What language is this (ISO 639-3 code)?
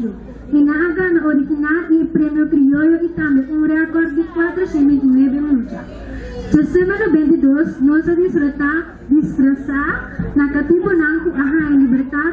pap